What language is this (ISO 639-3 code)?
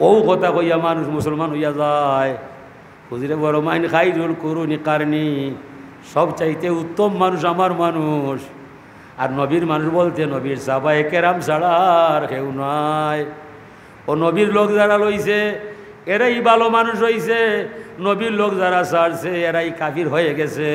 syl